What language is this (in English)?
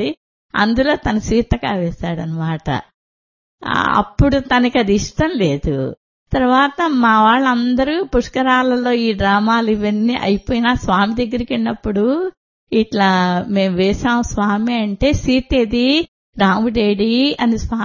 Telugu